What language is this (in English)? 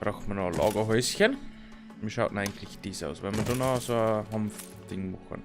Bavarian